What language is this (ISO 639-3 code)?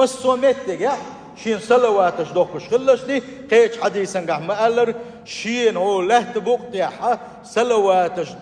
che